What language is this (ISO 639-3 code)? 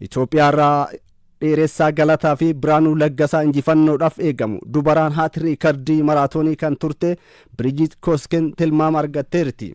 orm